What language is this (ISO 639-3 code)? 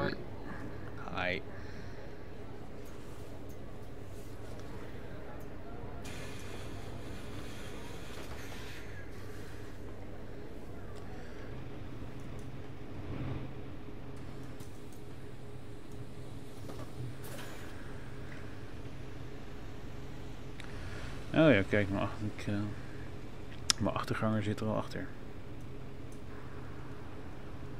nld